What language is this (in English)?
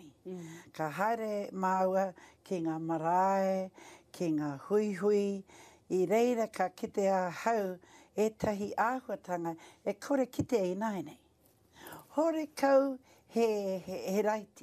Māori